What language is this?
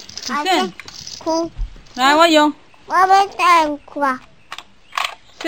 Chinese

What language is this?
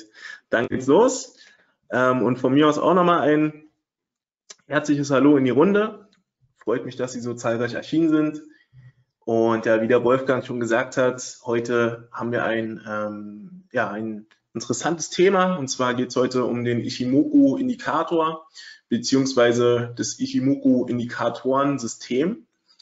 German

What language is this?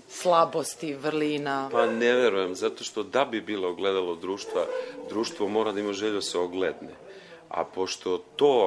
Serbian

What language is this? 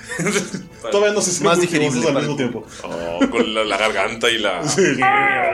Spanish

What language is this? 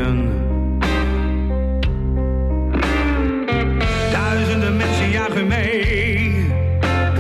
Dutch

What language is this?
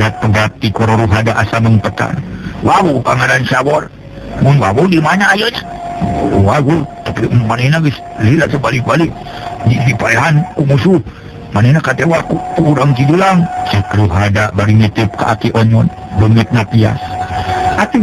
Sundanese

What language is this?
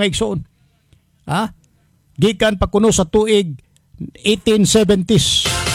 Cebuano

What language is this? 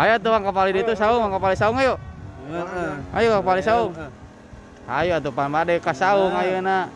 Sundanese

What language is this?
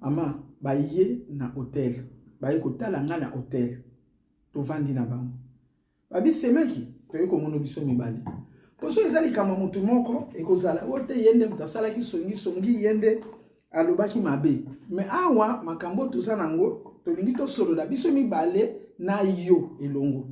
Lingala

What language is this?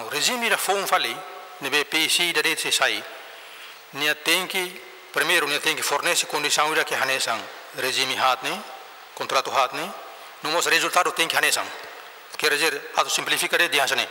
Tetum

